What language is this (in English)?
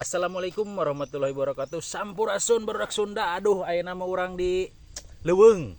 Sundanese